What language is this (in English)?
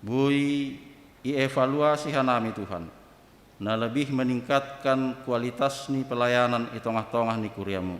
Batak Simalungun